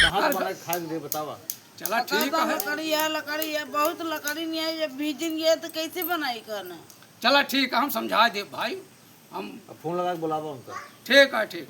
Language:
Awadhi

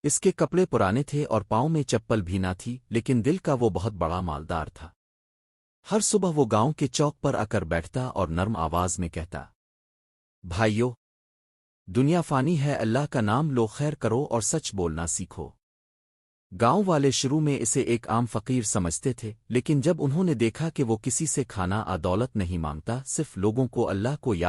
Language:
Hindi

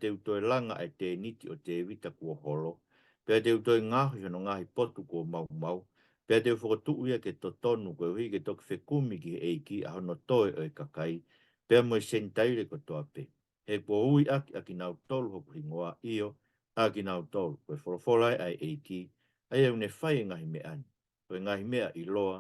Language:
Tongan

